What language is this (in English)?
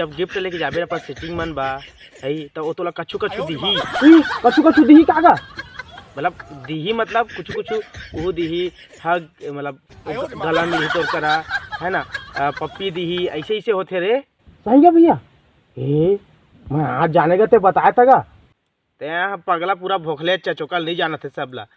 Chhattisgarhi